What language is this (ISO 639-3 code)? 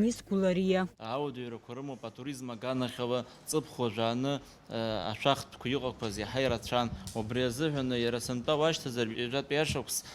abk